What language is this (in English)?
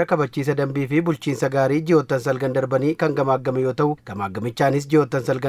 Oromo